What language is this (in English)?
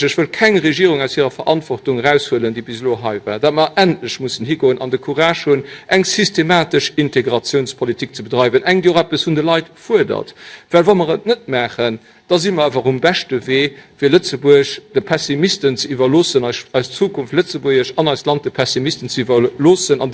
Luxembourgish